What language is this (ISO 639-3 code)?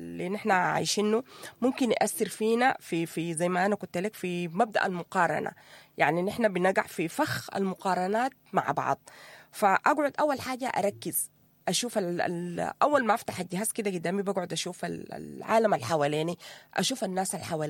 apd